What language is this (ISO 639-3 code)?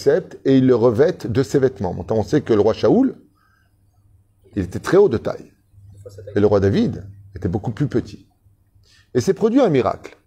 fra